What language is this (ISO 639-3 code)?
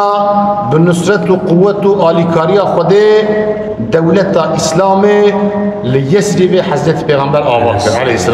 kur